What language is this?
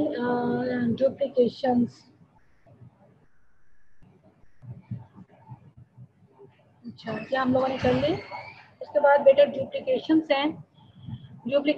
Hindi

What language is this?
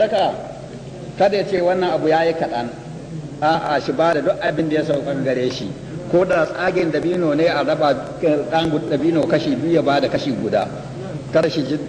Hausa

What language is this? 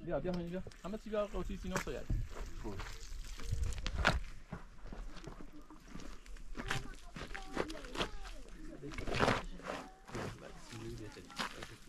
Persian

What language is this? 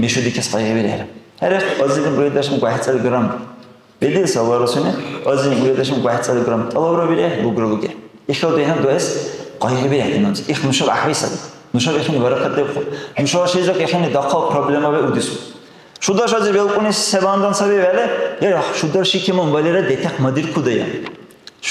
Dargwa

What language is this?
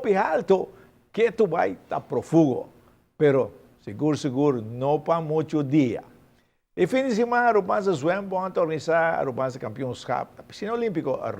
Papiamento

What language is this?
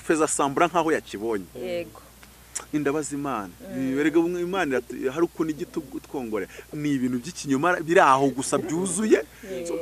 Kinyarwanda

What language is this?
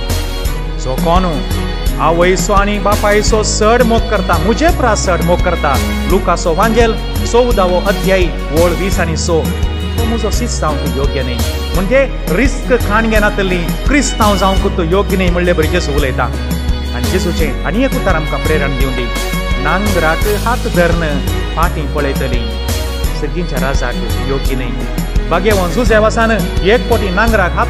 Konkani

